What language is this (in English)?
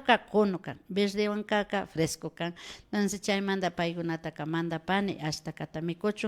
Imbabura Highland Quichua